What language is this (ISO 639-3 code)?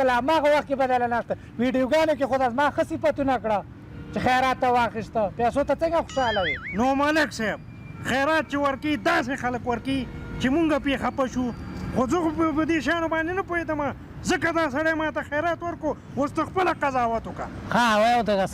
pus